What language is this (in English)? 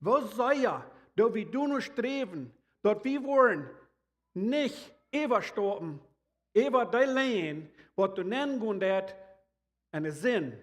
Plautdietsch